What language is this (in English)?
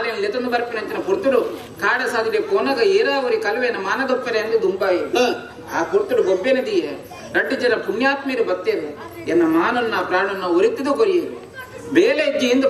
Tulu